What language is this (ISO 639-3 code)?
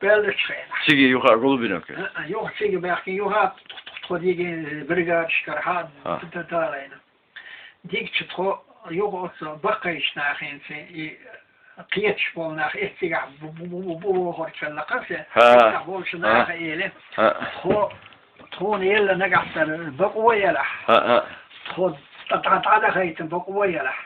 che